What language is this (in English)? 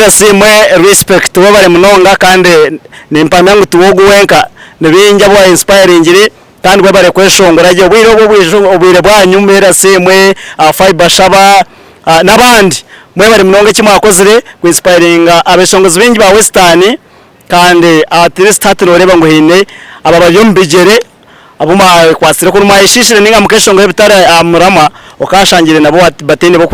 Nyankole